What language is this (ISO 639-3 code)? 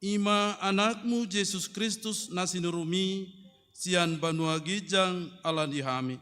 bbc